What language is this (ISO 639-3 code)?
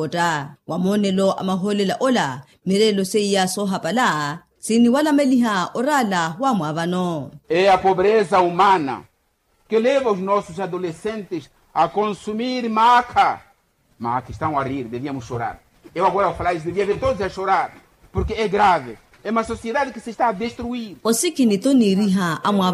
vmw